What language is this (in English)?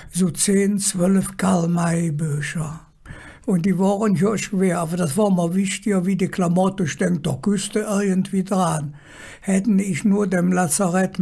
Colognian